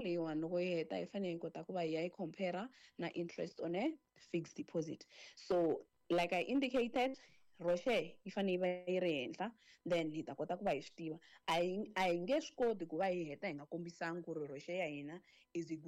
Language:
Tsonga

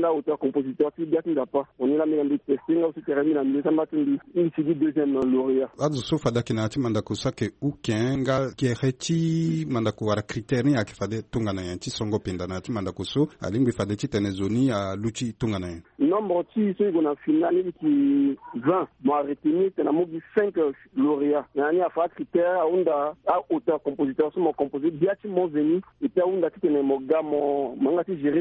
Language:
Sango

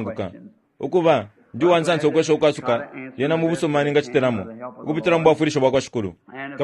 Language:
Bemba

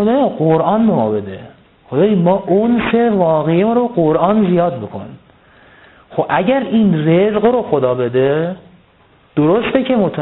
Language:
Persian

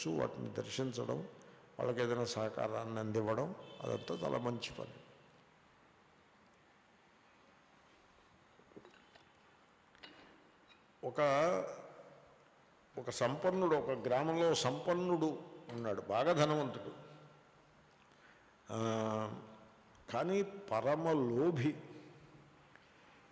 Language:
Telugu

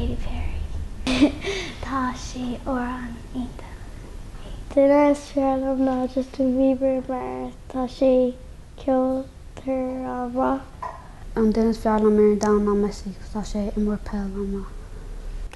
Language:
Irish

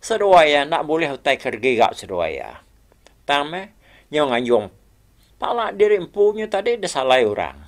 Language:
Iban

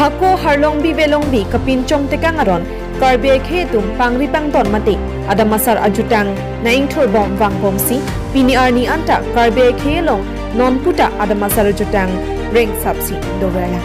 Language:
Karbi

